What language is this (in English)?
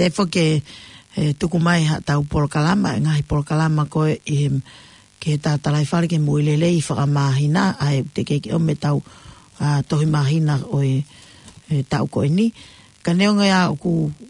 Tongan